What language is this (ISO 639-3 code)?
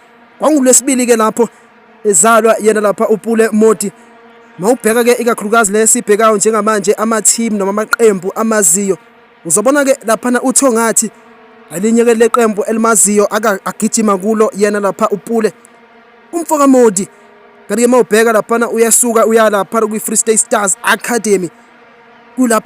zul